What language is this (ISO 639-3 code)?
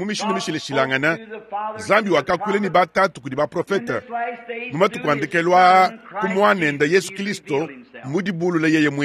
lua